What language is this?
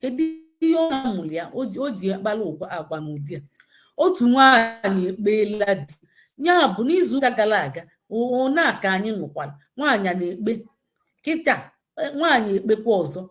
Igbo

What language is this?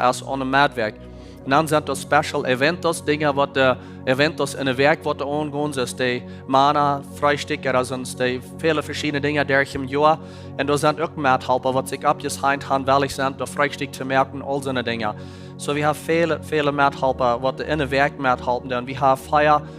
Plautdietsch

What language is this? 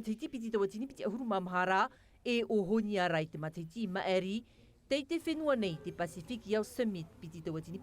Tahitian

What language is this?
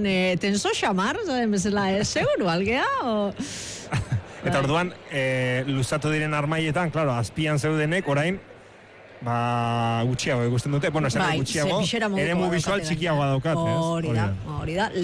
Basque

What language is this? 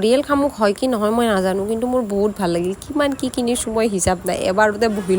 Assamese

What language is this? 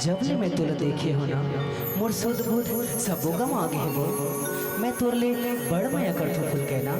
Chhattisgarhi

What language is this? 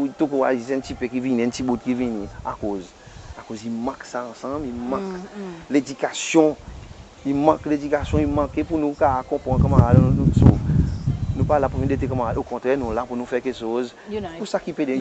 Seselwa Creole French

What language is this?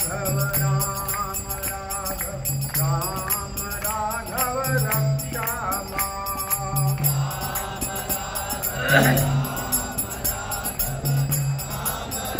Hindi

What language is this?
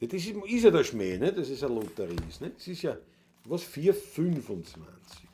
Bavarian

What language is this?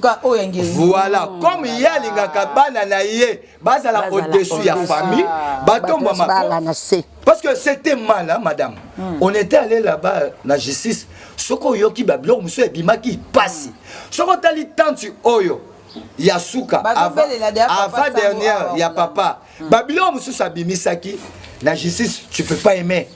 Lingala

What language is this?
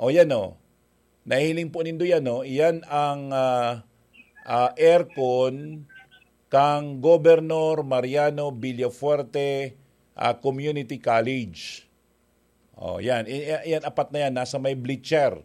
Bikol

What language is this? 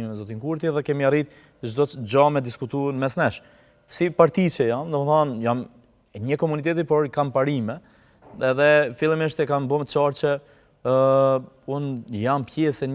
Albanian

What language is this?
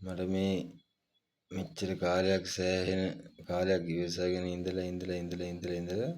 Sinhala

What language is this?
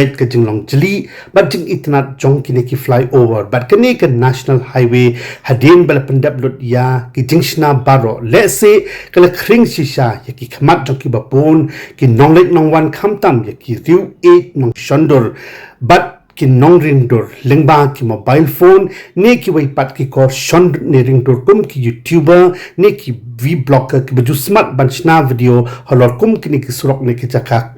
Khasi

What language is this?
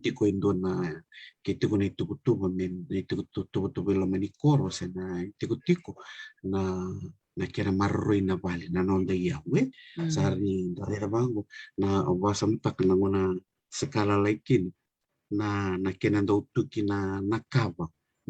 Fijian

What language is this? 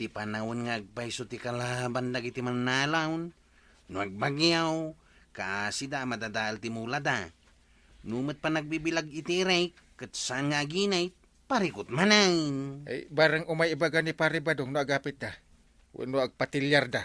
Iloko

